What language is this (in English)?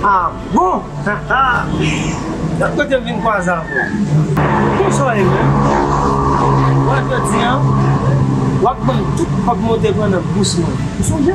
Haitian Creole